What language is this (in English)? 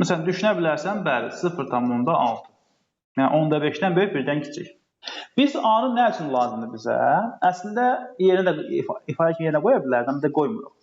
Azerbaijani